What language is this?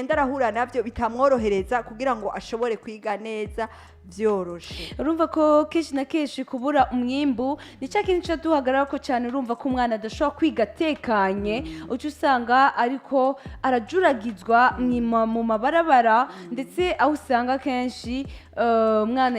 Rundi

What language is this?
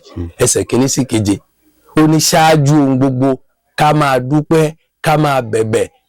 Yoruba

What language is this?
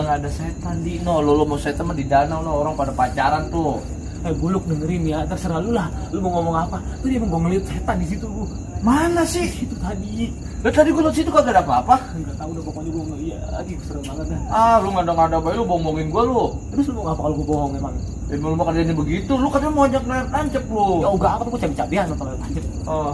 Betawi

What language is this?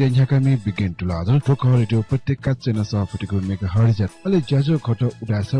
Newari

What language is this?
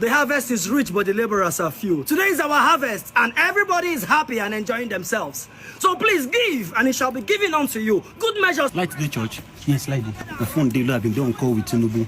Nigerian Pidgin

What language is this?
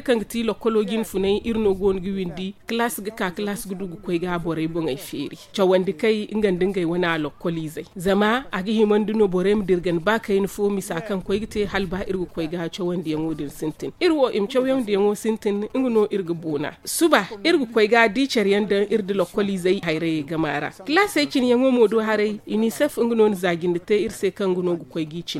Zarma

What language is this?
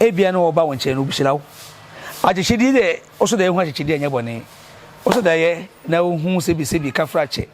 Akan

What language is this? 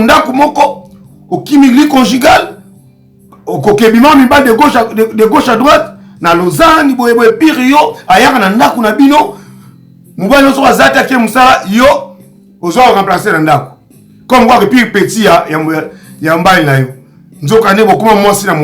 Lingala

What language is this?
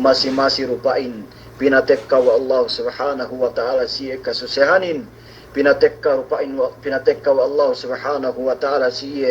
Yakan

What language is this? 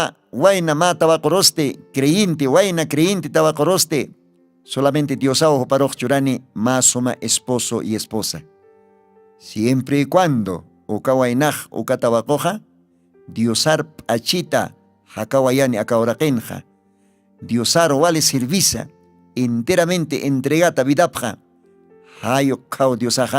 Aymara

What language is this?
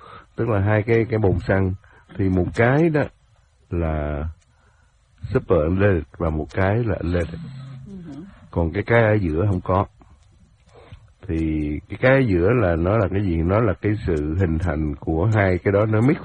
Vietnamese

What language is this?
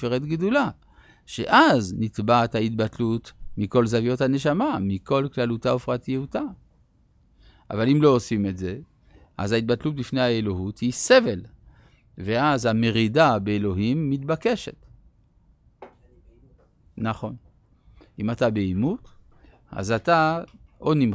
Hebrew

